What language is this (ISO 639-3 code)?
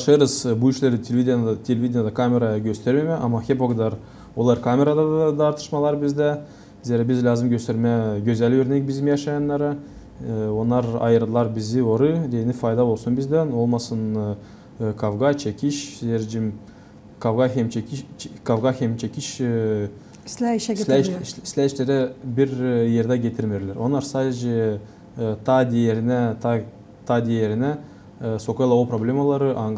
gag